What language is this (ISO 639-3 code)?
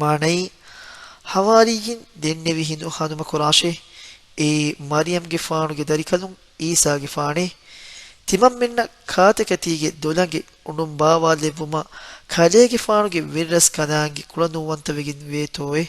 div